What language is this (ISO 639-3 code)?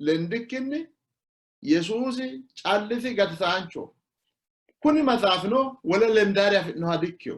sid